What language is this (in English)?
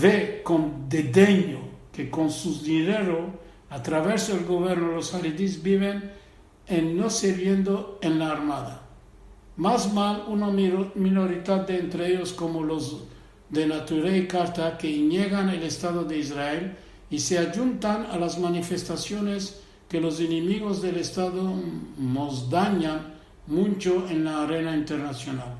Ladino